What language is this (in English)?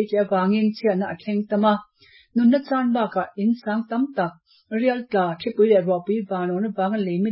Mizo